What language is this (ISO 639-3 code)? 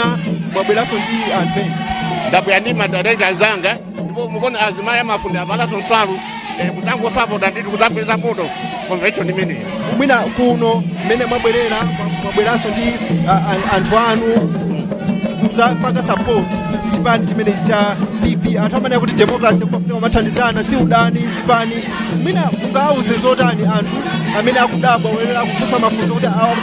nya